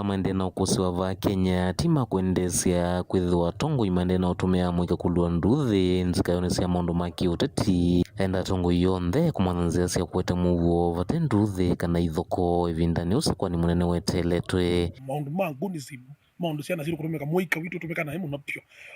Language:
Kamba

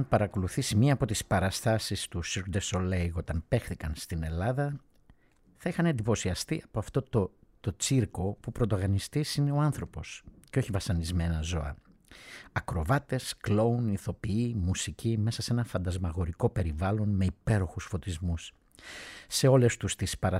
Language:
Greek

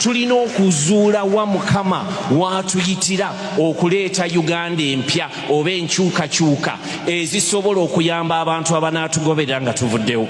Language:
Ganda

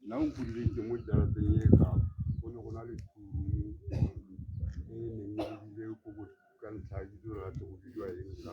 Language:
Tswana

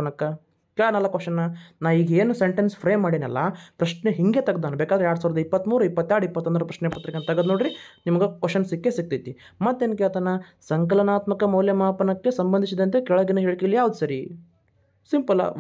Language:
Kannada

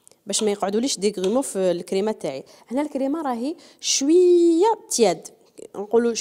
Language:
Algerian Arabic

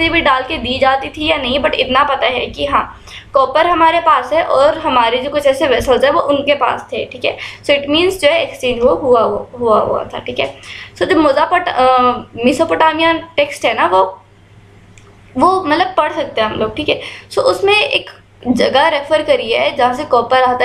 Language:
Hindi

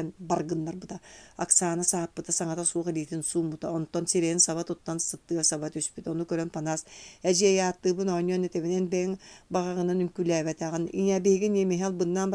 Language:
Yakut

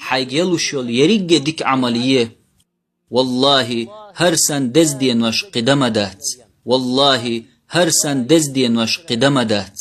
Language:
Chechen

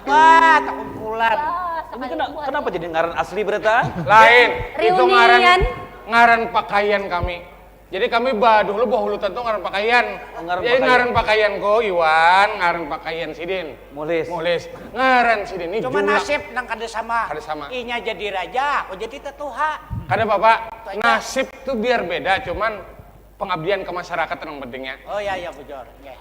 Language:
Banjar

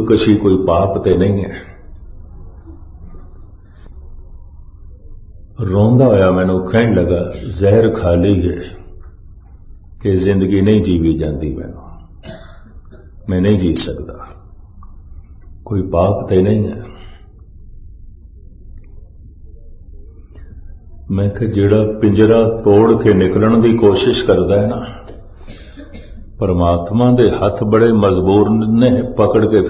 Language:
Punjabi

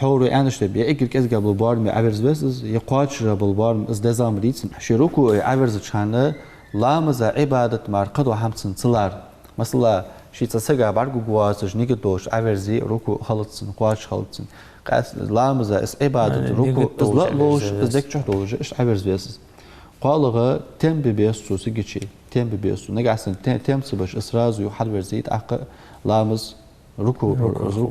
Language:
Ingush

